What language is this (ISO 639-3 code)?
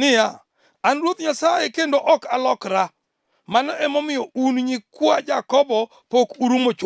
luo